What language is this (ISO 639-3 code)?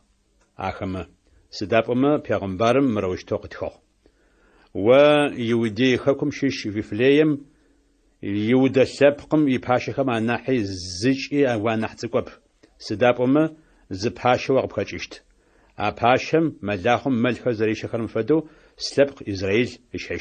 ady